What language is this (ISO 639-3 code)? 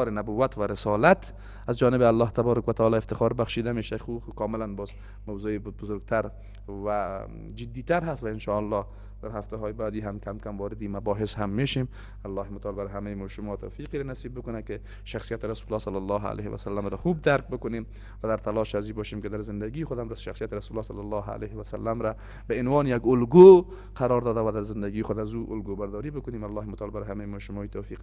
fas